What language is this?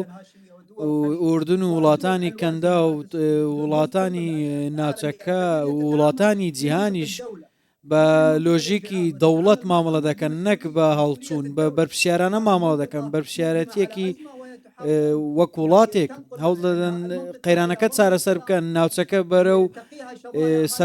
Central Kurdish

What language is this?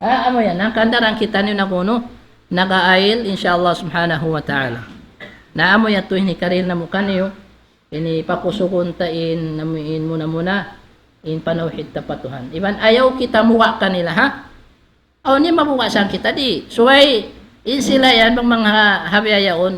Tausug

